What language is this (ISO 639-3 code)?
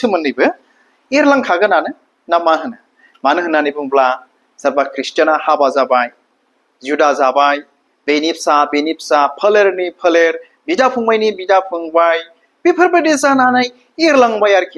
brx